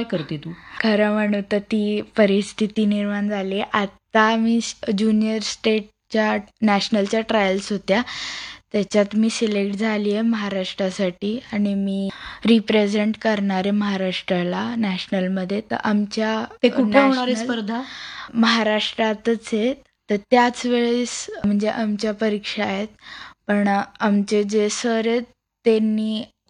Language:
Marathi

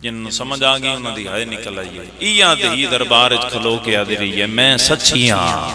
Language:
Pahari-Potwari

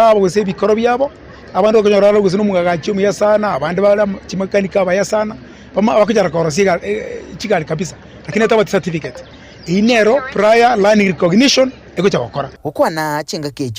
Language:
Gusii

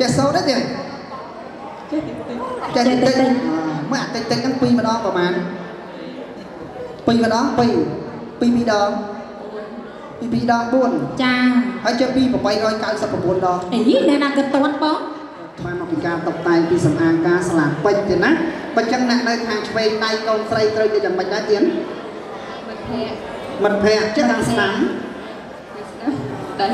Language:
Khmer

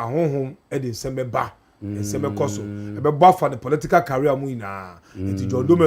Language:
Akan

